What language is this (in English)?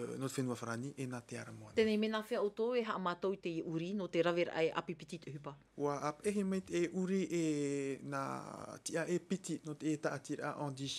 Tahitian